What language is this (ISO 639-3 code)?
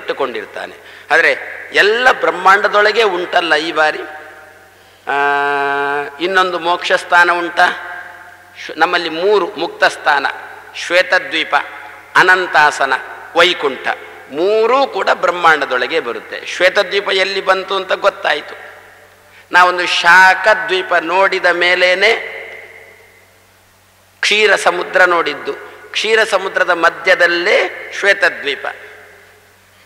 kan